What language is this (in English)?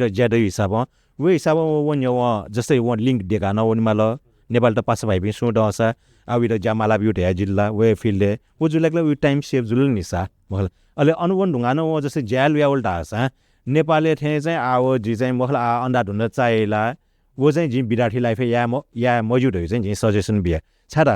Newari